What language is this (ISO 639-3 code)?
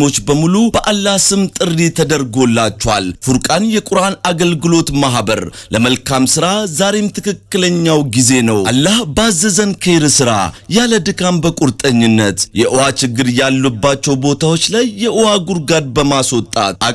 amh